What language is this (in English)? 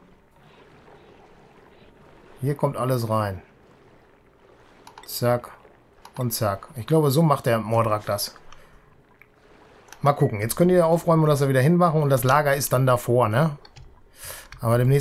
German